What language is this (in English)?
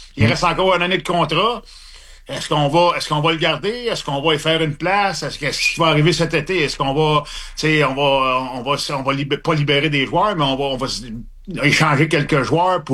French